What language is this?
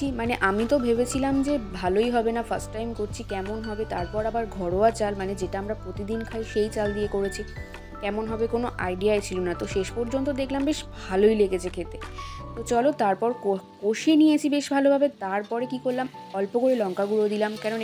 Bangla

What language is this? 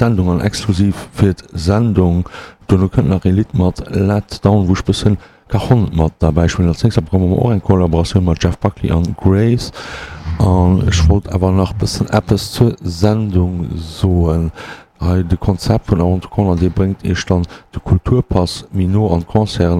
Luxembourgish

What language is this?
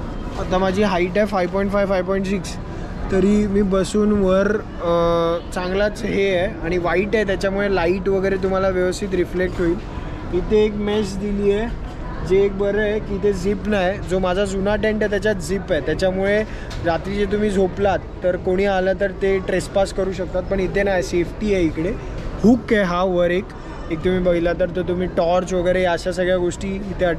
Marathi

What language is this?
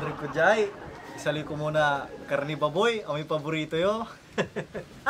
Pangasinan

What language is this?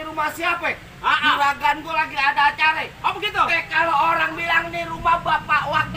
Betawi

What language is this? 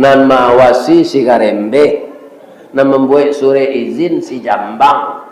Minangkabau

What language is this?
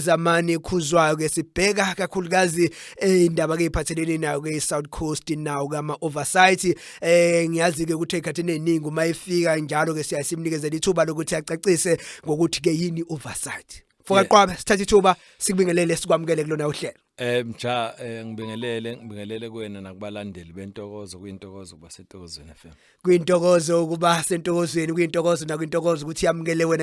Zulu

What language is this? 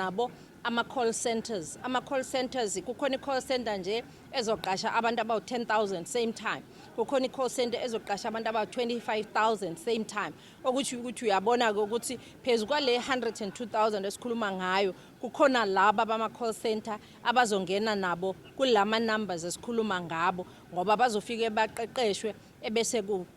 Zulu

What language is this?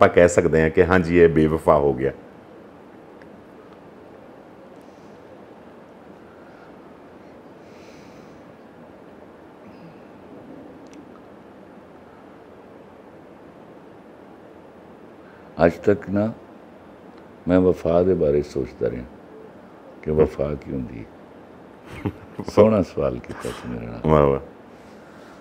Punjabi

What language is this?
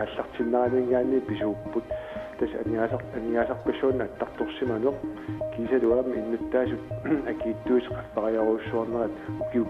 Kalaallisut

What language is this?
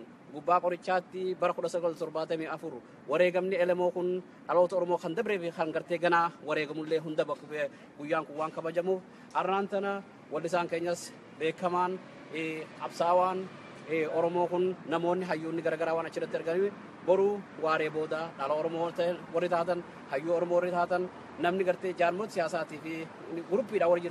Oromo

